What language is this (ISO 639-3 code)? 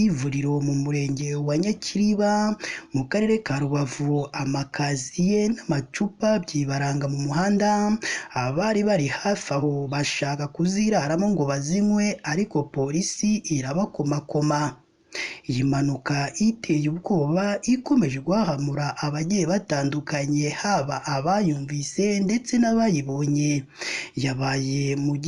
kin